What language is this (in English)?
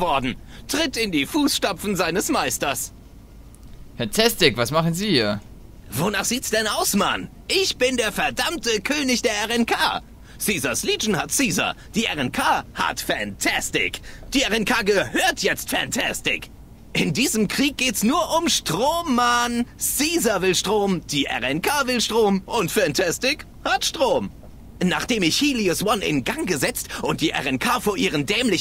German